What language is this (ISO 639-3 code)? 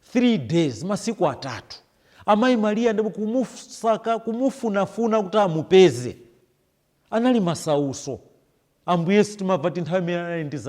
nya